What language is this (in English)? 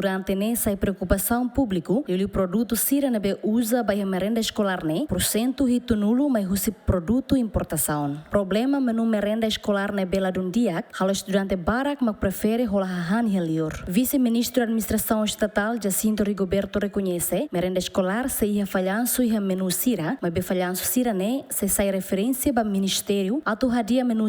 Tetum